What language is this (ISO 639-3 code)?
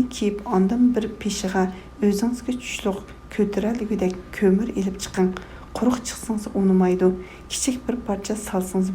uig